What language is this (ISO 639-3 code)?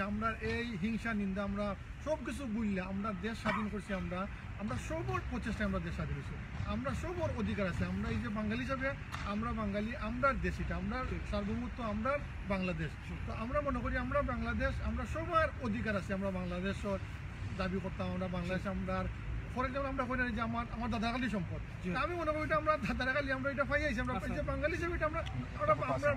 syl